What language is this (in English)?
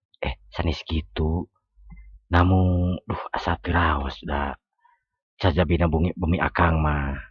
Sundanese